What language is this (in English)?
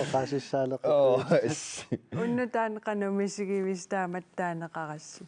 Kalaallisut